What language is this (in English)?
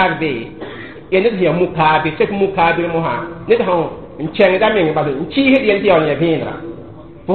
Mossi